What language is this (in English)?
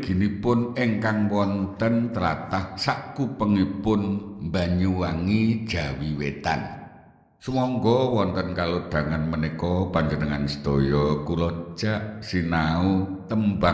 Javanese